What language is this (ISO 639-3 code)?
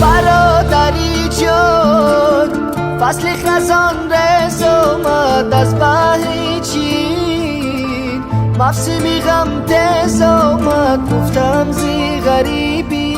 tgk